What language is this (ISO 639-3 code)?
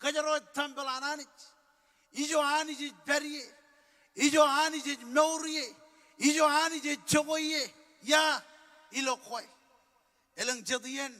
mah